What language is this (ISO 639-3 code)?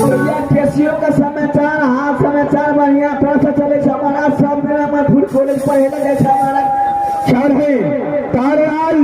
mai